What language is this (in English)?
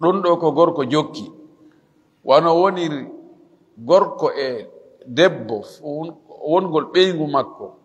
Fula